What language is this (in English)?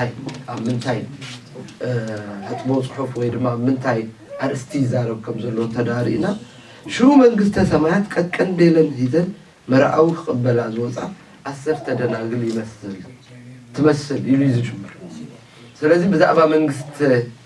Tigrinya